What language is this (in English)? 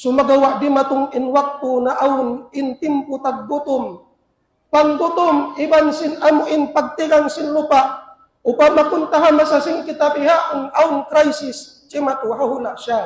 Tausug